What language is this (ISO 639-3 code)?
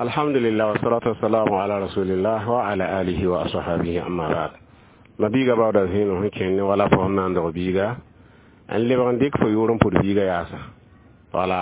mos